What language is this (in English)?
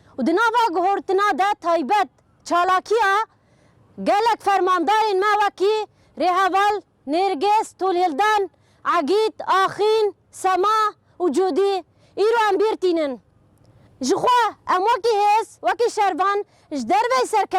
Kurdish